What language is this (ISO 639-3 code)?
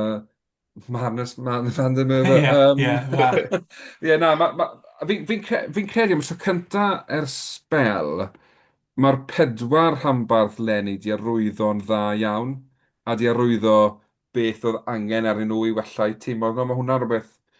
cym